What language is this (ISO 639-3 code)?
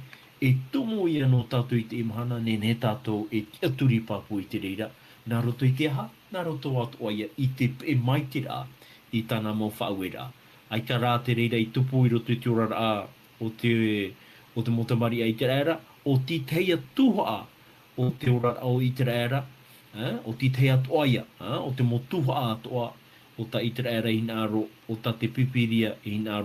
tah